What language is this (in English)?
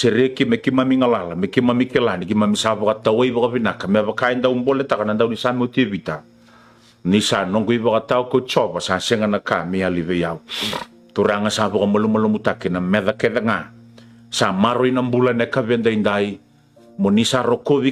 Fijian